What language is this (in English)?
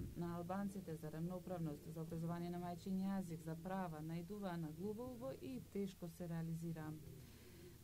Macedonian